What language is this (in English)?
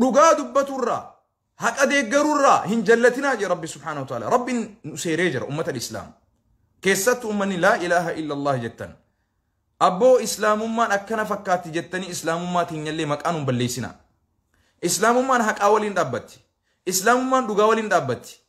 Oromo